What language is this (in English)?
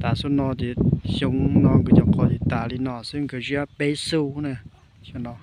Hmong